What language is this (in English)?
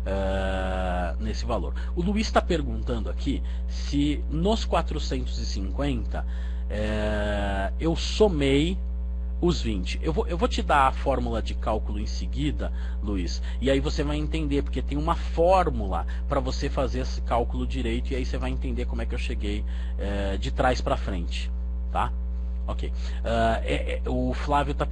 Portuguese